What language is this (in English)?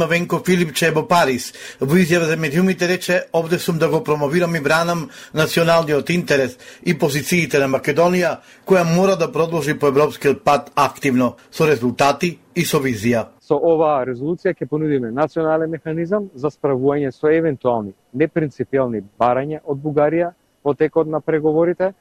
Macedonian